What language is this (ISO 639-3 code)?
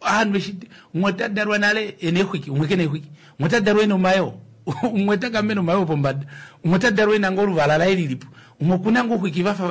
kua